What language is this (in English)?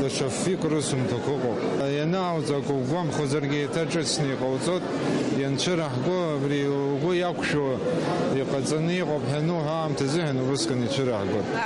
Abkhazian